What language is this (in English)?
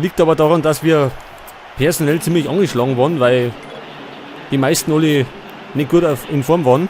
Bavarian